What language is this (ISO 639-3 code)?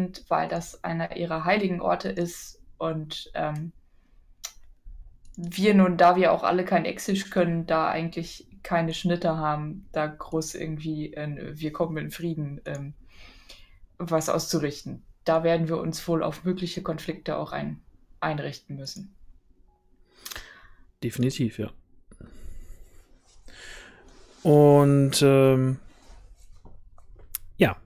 deu